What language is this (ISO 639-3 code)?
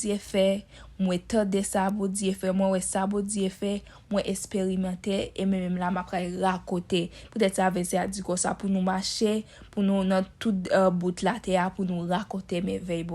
hat